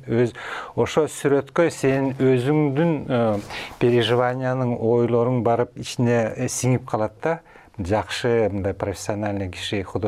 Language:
Kyrgyz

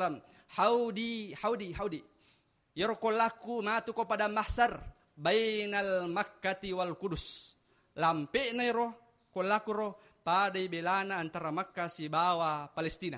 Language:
Buginese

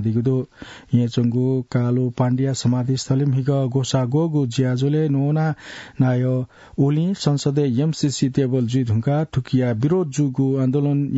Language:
Newari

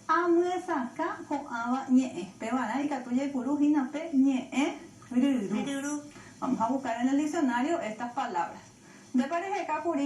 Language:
Guarani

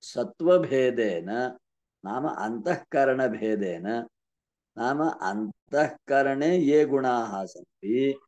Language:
Sanskrit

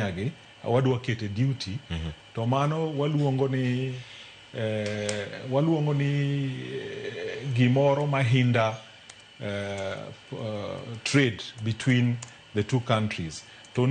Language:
Luo (Kenya and Tanzania)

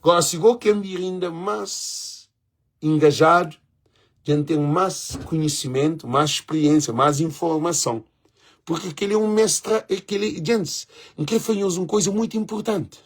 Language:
Kabuverdianu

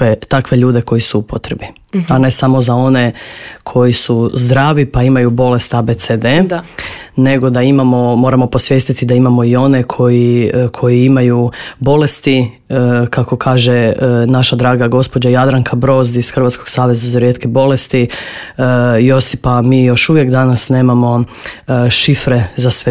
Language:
Croatian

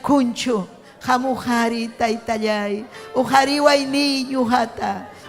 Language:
Ayacucho Quechua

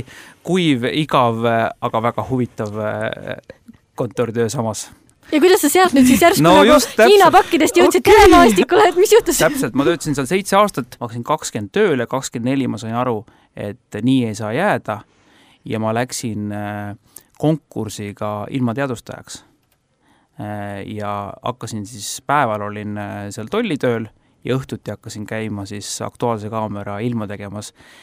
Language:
Estonian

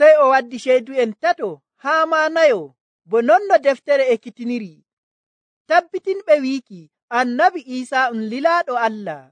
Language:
Nigerian Fulfulde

